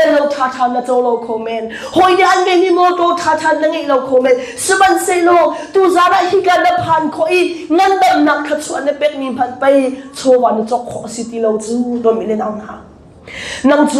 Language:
Hakha Chin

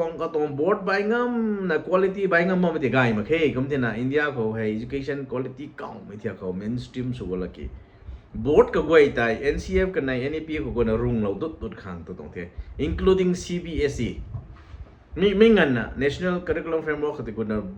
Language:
Rongmei Naga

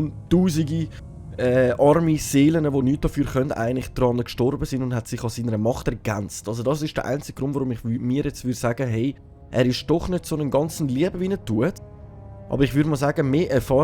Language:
Swiss German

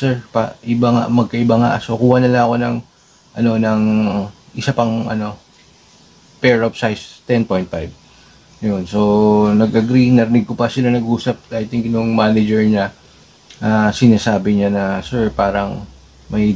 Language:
Filipino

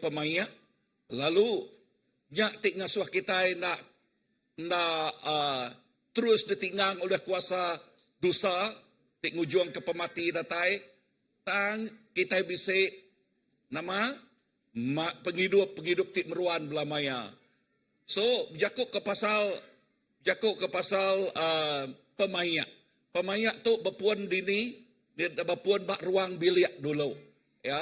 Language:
Iban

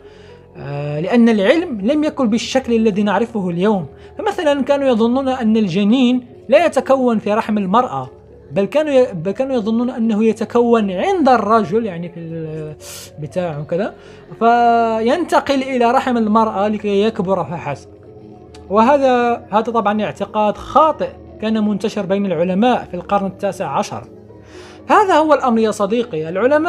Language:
Arabic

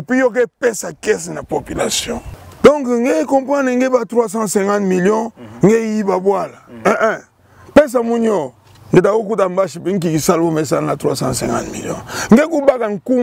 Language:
Kituba (Democratic Republic of Congo)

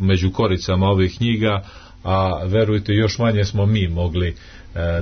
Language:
Serbian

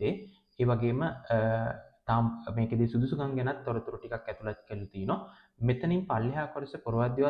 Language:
Sinhala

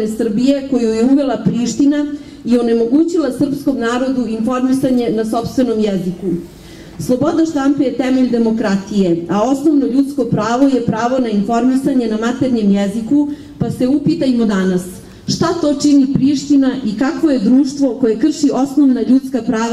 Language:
Serbian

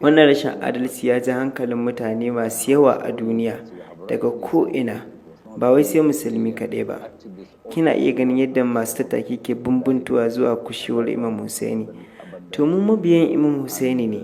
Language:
Hausa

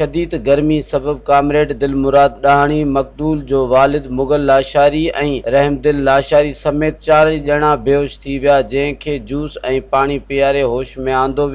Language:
Sindhi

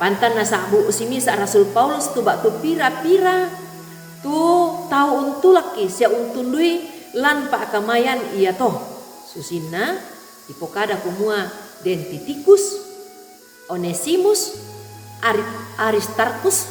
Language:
Toraja-Sa'dan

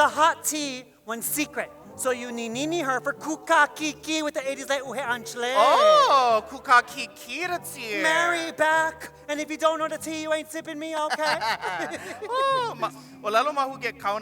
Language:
Hawaiian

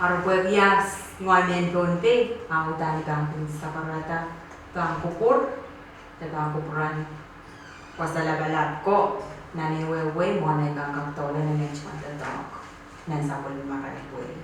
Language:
Pohnpeian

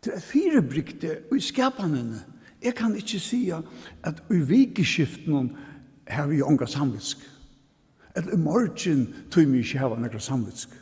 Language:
Faroese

